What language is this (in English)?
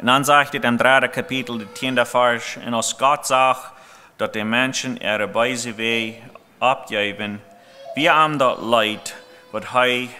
Plautdietsch